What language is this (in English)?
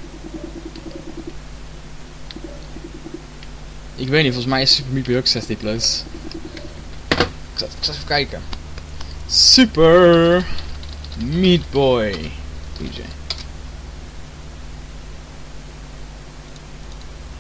Dutch